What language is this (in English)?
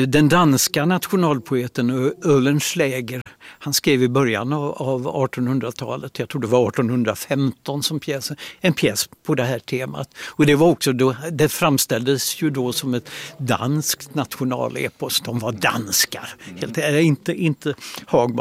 Swedish